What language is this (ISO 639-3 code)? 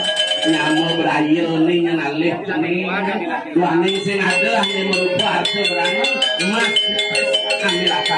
ban